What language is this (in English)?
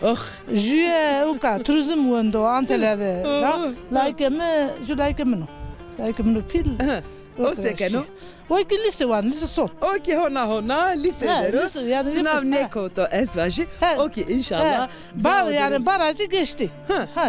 Zaza